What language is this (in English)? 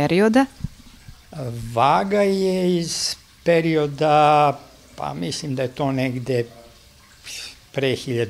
Serbian